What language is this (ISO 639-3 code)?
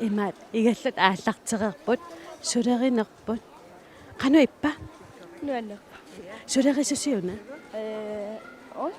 kal